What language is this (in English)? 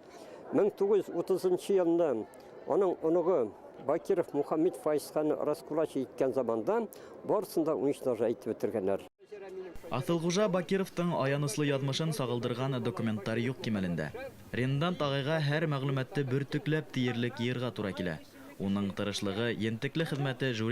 Bashkir